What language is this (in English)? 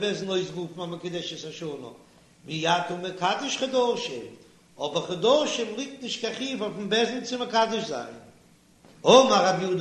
Yiddish